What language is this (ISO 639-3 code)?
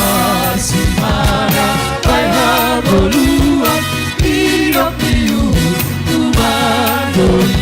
bts